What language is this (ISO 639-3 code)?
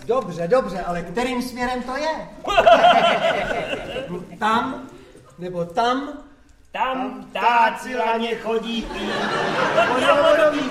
ces